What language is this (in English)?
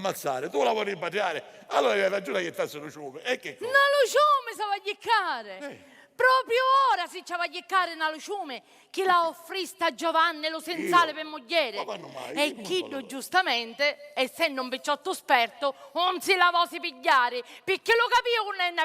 Sicilian